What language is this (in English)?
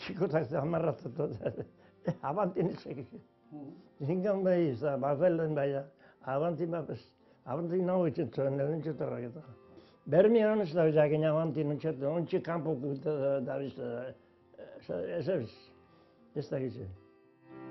Basque